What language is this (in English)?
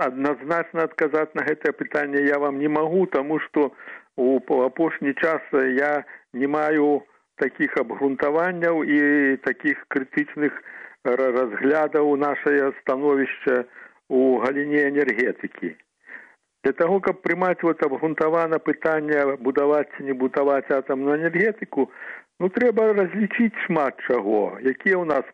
Belarusian